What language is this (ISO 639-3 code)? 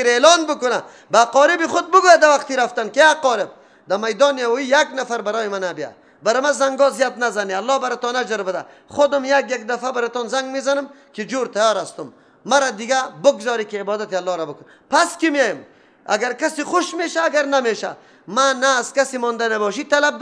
fas